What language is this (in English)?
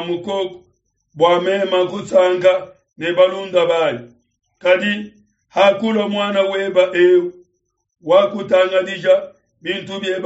Luba-Lulua